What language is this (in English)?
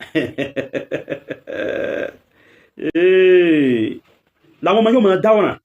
Yoruba